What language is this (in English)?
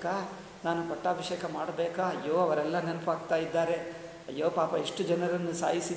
Kannada